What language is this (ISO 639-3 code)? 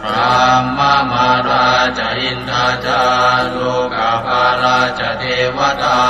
pli